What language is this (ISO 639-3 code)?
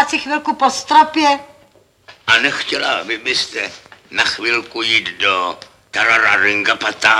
ces